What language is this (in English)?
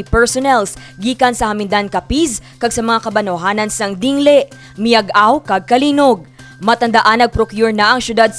Hiligaynon